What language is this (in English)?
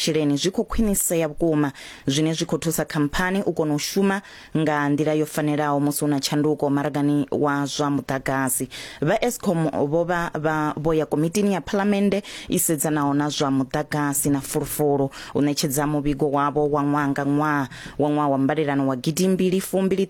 Venda